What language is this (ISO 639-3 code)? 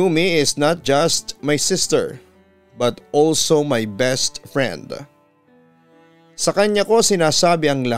fil